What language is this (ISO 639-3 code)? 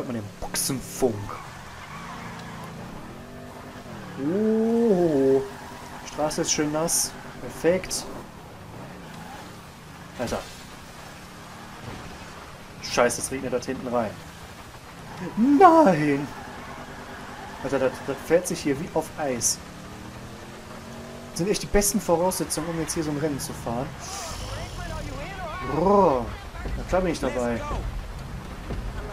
deu